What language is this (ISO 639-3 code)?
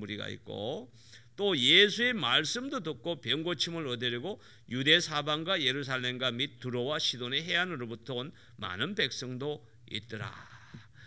kor